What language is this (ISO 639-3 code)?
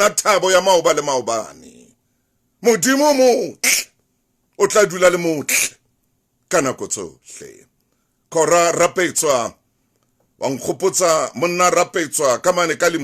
sot